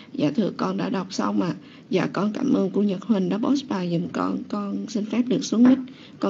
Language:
Vietnamese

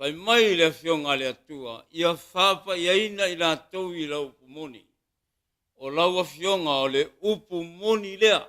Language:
Samoan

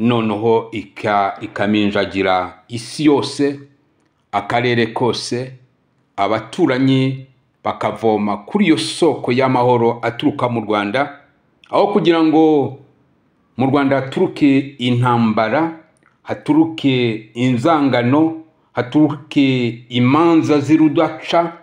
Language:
Kinyarwanda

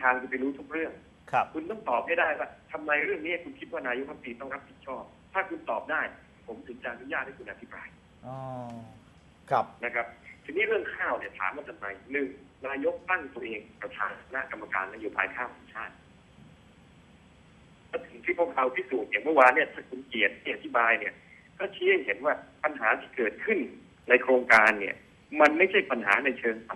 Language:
Thai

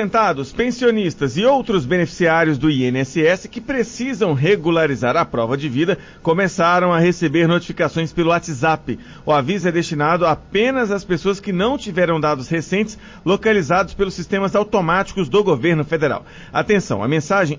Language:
Portuguese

